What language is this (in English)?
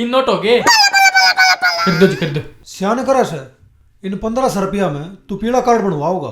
Haryanvi